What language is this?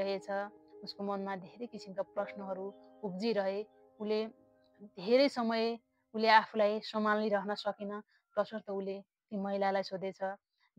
Nepali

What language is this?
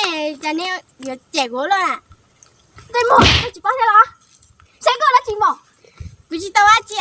Hmong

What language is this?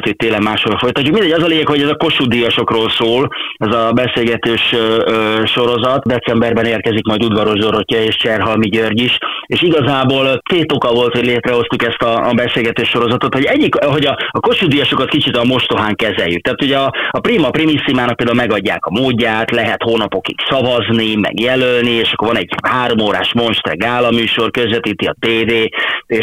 Hungarian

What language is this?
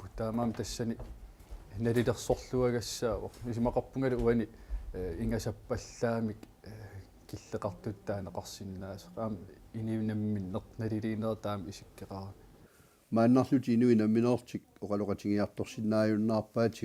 Kalaallisut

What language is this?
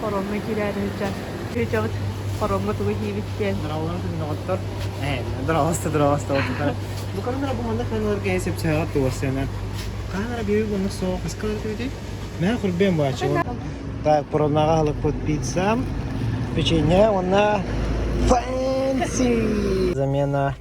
Yakut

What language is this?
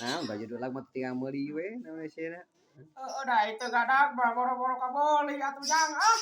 Sundanese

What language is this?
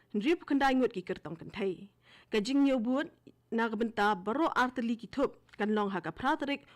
Khasi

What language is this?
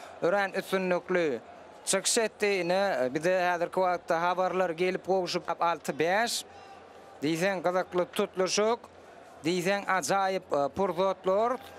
Turkmen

